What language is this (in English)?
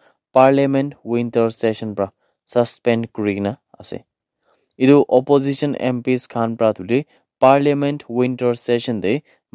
Naga Pidgin